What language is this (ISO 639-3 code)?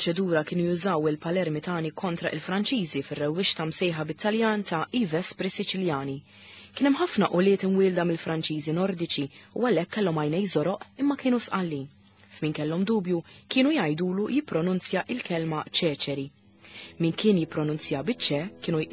mlt